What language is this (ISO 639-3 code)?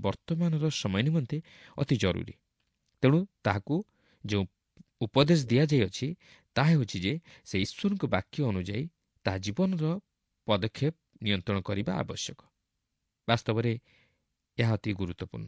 ori